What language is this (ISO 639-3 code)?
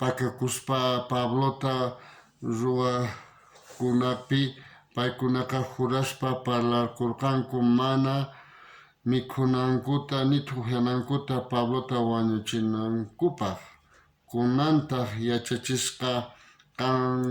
quh